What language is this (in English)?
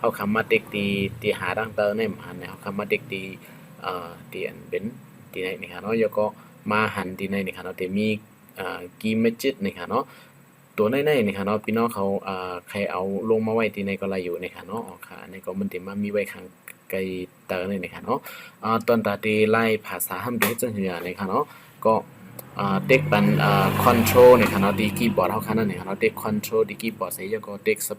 Shan